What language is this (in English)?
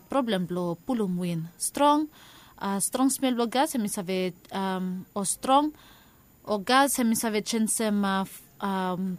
Bislama